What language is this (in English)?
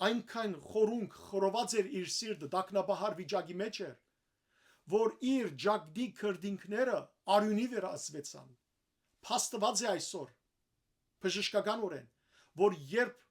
Western Armenian